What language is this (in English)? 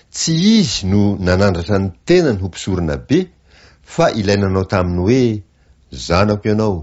Malagasy